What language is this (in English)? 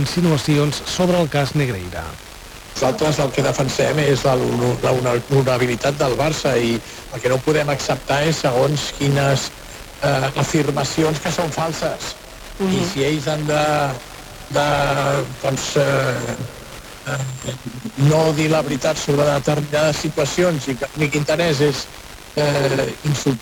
Catalan